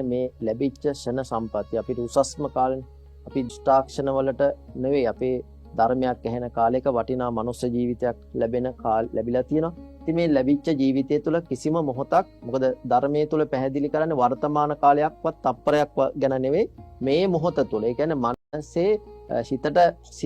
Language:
Sinhala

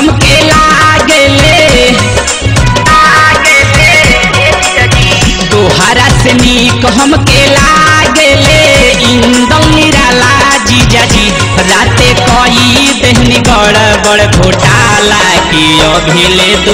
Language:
Bhojpuri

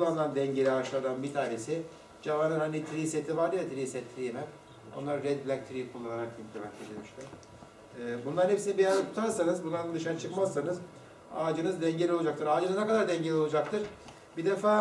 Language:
Turkish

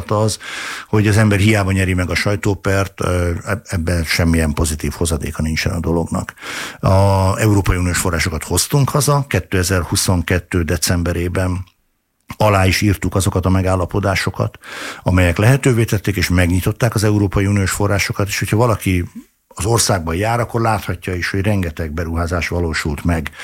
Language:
Hungarian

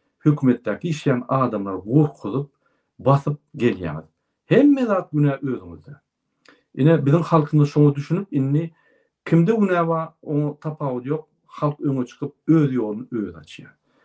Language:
Turkmen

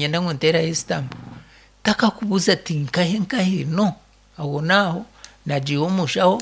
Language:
Nyankole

